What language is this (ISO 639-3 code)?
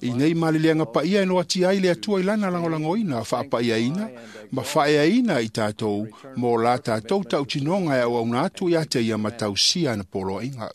smo